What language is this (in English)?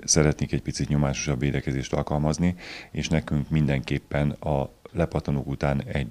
Hungarian